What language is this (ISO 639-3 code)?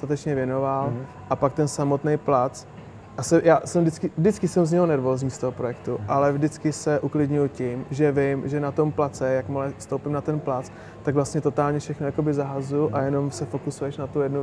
ces